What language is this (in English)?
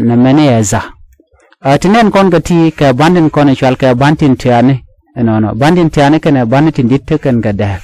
Nuer